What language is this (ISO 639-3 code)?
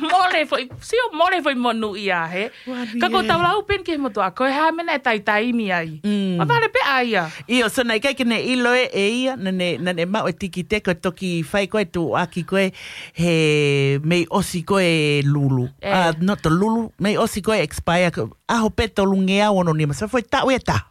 ton